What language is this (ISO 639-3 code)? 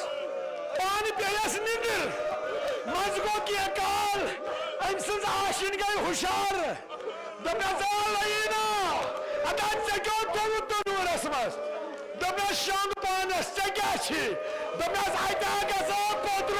kas